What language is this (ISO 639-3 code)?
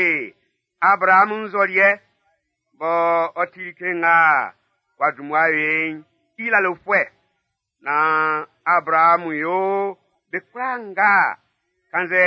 bci